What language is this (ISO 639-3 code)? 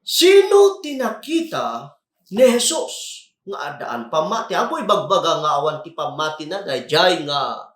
ilo